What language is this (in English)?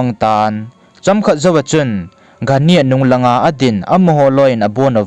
Thado Chin